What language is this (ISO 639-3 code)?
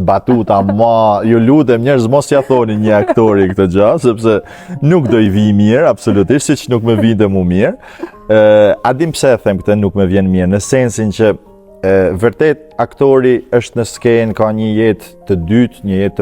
sqi